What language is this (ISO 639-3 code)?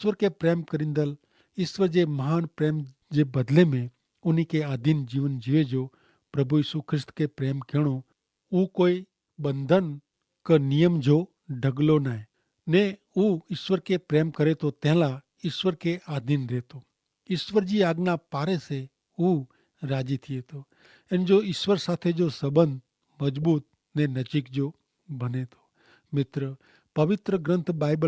kfr